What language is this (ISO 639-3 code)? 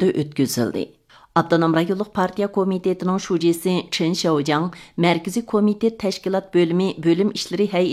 uig